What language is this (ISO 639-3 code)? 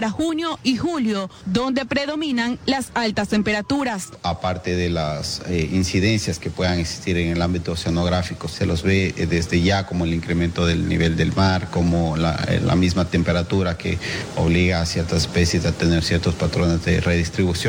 spa